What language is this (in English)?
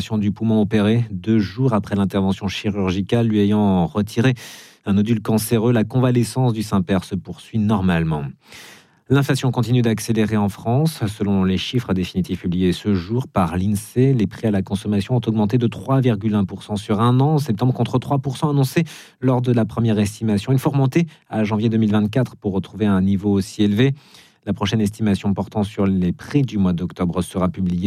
French